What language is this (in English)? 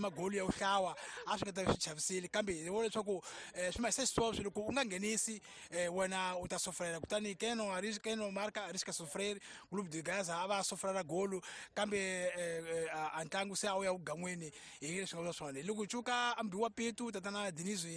Tsonga